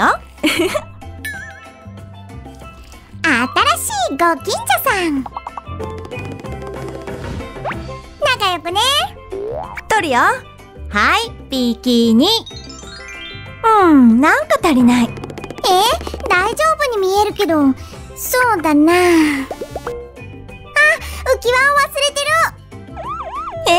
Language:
Japanese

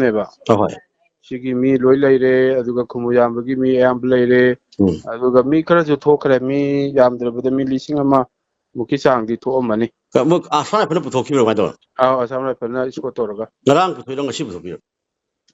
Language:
Manipuri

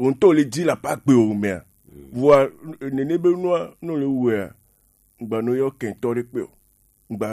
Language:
Gen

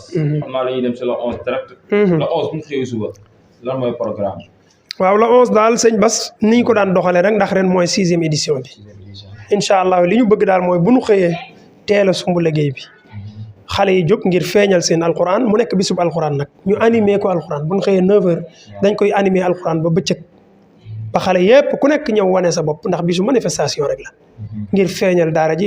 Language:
Wolof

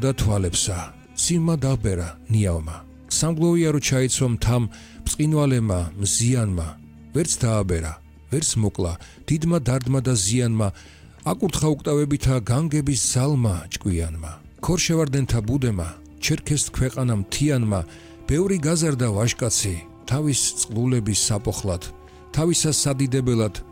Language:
Georgian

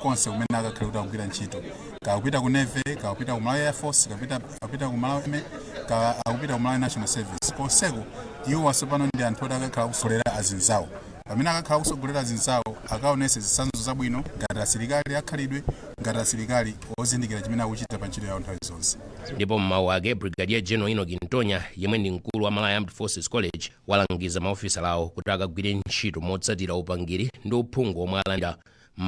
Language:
Nyanja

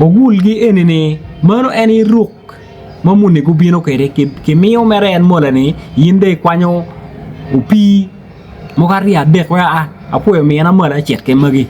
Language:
Acoli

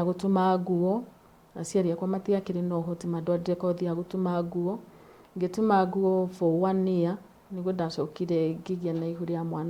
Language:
Kikuyu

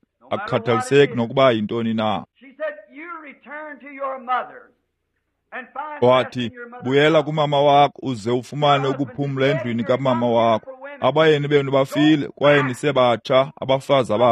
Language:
Xhosa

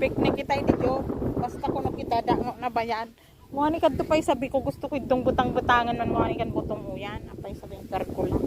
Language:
Bikol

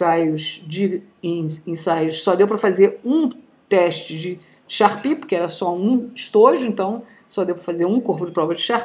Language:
Portuguese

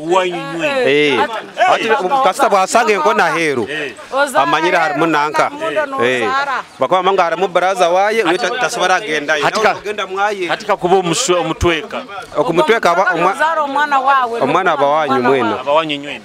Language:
Nyoro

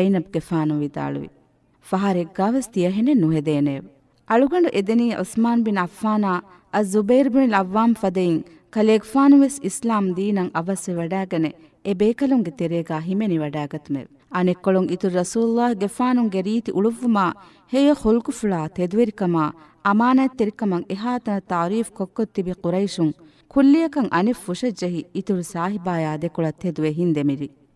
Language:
Divehi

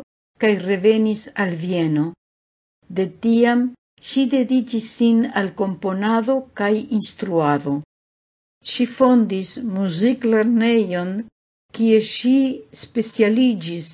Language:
Esperanto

